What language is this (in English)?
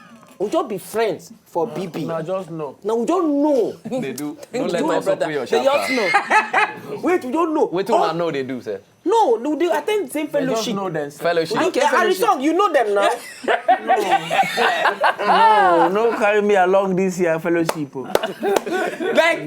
Nigerian Pidgin